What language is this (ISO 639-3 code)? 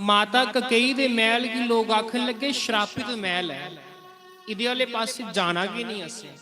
doi